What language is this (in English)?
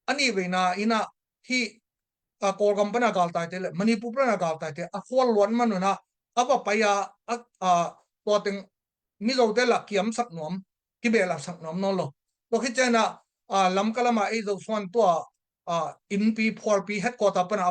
Tedim Chin